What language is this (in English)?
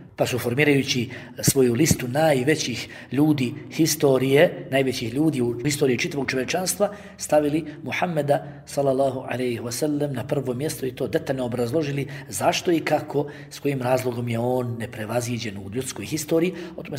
Bosnian